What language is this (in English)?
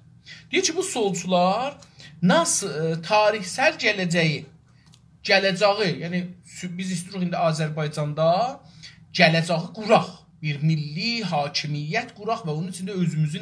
South Azerbaijani